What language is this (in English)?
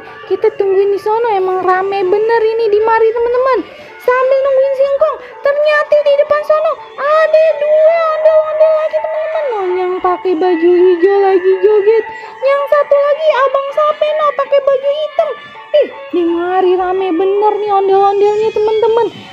Betawi